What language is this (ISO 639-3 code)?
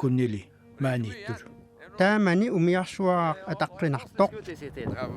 kal